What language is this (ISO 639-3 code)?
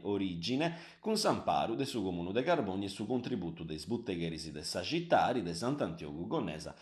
srd